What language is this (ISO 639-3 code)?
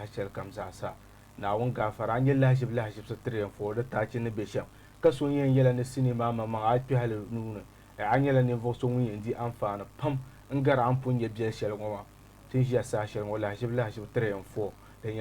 dag